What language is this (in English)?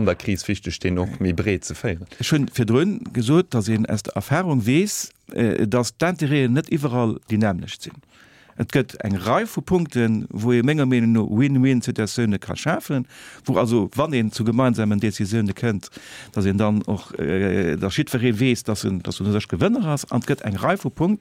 Luxembourgish